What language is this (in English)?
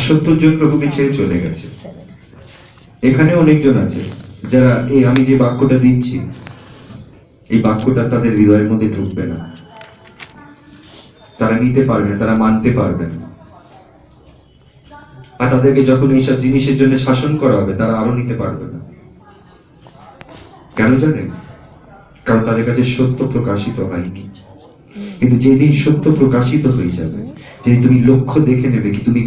Bangla